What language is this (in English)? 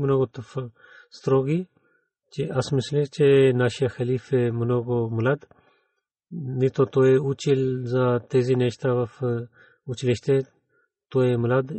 Bulgarian